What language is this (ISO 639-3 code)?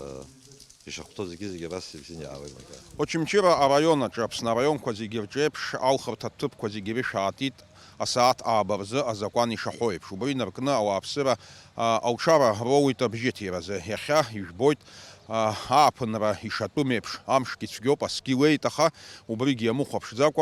abk